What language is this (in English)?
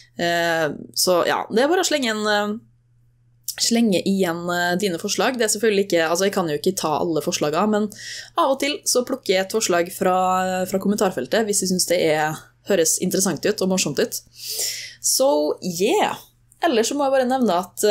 Norwegian